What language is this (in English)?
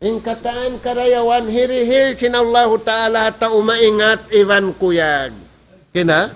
Tausug